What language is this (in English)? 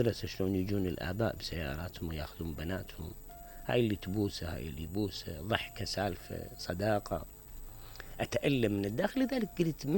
Mesopotamian Arabic